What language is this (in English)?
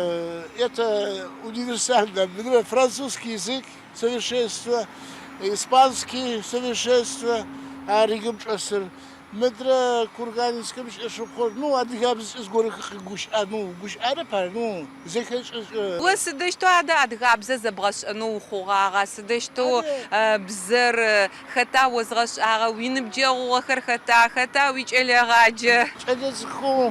Adyghe